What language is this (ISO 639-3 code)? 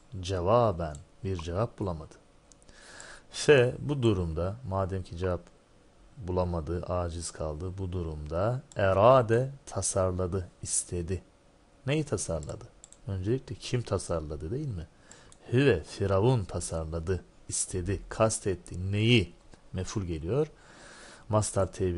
tur